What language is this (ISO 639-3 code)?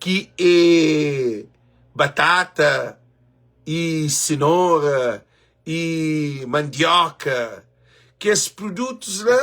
kea